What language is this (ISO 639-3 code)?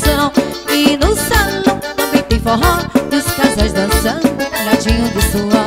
por